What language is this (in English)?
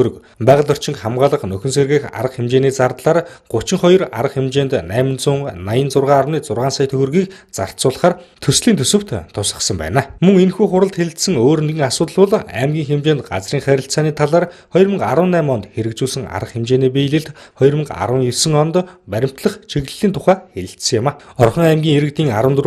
Mongolian